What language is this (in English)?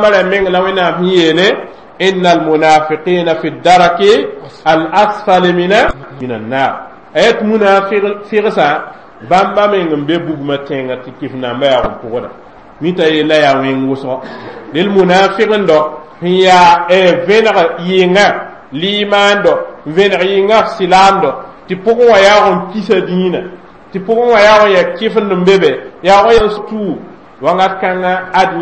Mossi